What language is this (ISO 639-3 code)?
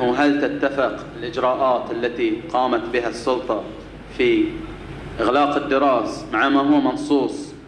ara